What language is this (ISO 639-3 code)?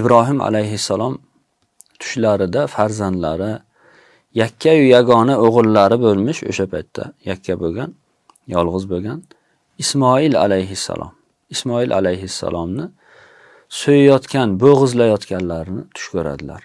uzb